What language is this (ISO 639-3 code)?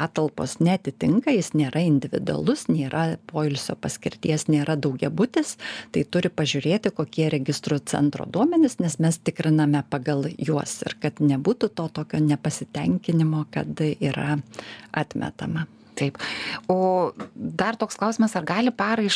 lit